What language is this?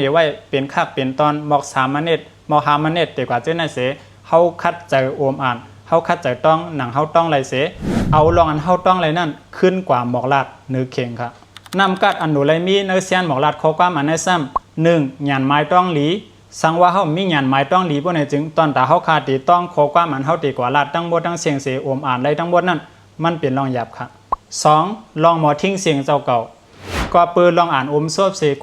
Shan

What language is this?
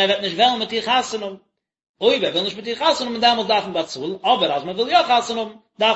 Yiddish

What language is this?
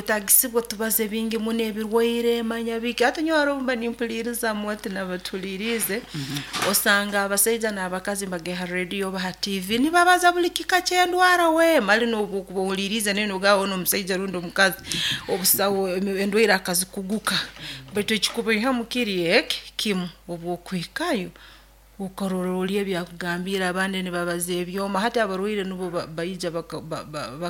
Nyoro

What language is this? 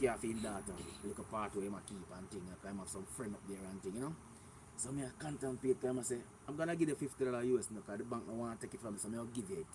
Jamaican Creole English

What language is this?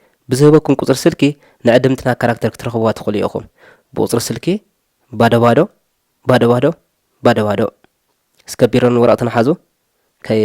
Tigrinya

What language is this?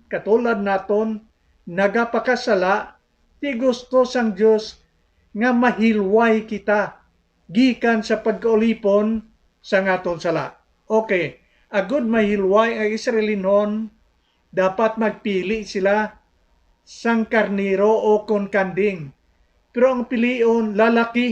Hiligaynon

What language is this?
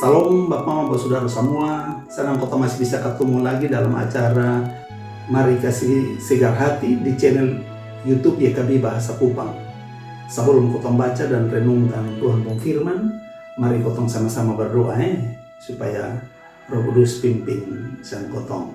Kupang Malay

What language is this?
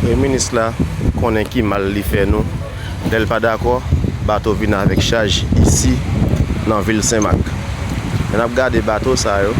Haitian Creole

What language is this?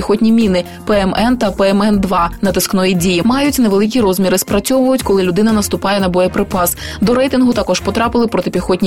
Ukrainian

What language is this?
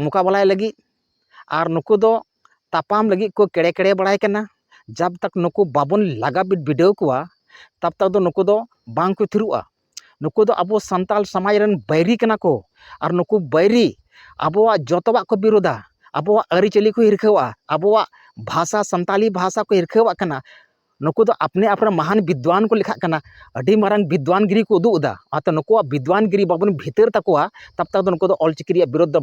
Santali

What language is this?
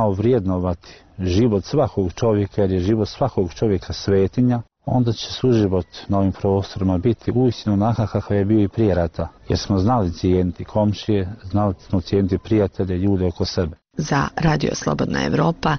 Bosnian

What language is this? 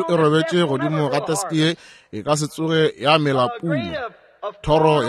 Northern Sotho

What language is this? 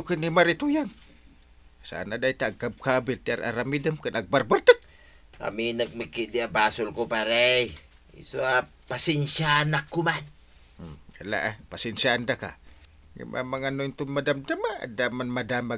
Iloko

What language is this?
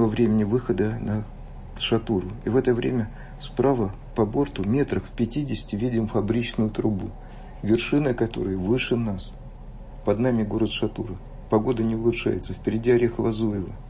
Russian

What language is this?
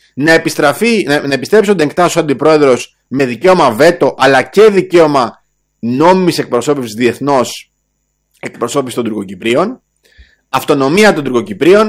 Greek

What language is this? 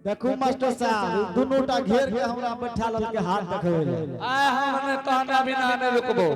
Angika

